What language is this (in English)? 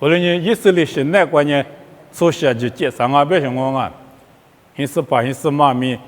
Lisu